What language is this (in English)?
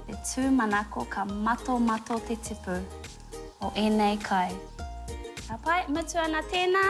Māori